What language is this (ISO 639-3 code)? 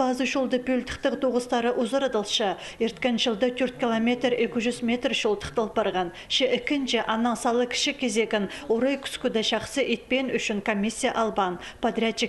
kjh